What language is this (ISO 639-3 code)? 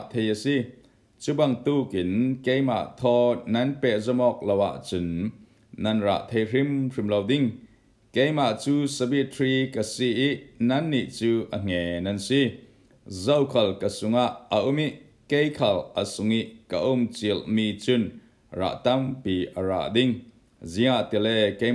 cfm